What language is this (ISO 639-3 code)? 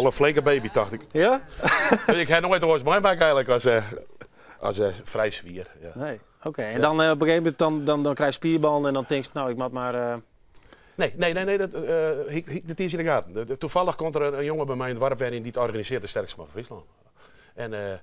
fry